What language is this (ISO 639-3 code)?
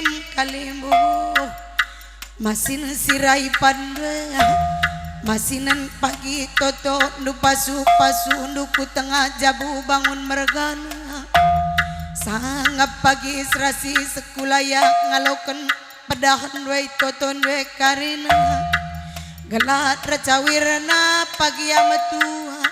btx